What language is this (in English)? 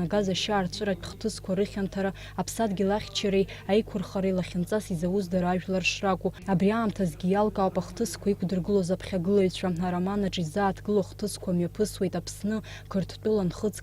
Abkhazian